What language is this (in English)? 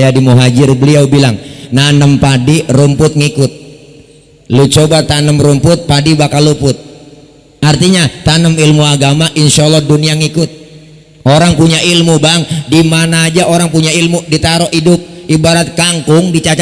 Betawi